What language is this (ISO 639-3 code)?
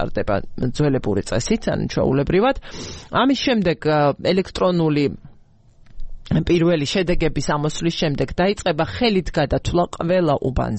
kat